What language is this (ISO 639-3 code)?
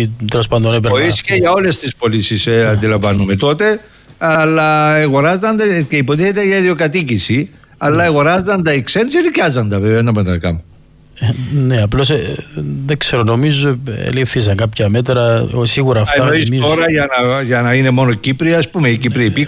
ell